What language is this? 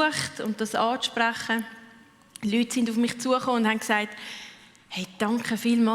Swiss German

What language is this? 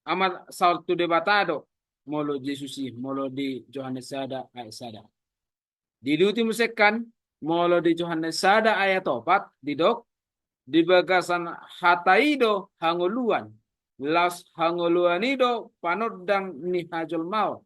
Batak Toba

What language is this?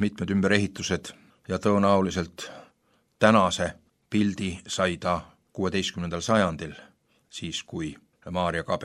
Estonian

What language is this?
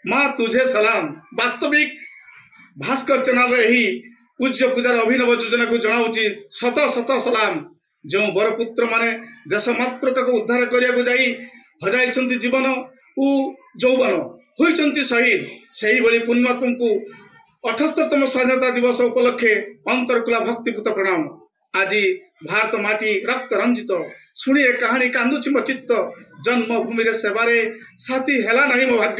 Odia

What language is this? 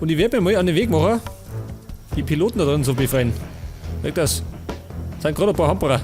Bavarian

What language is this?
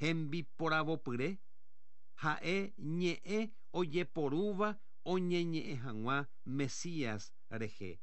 Guarani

